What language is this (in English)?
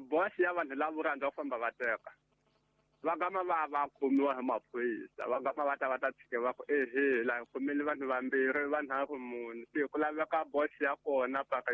Tsonga